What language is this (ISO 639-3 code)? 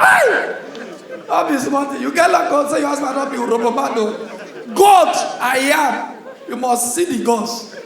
pcm